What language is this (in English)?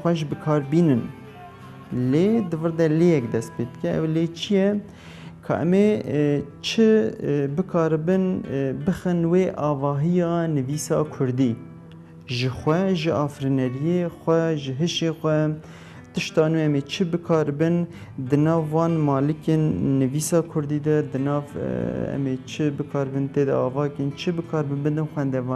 Kurdish